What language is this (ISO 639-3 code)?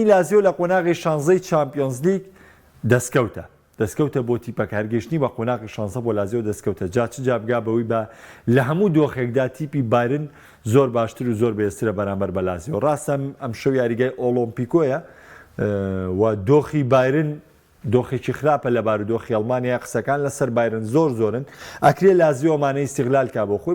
ckb